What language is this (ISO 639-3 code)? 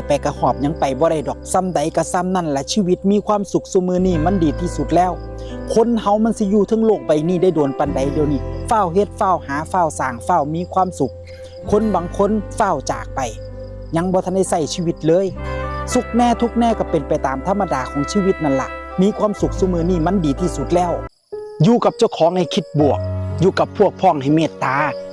tts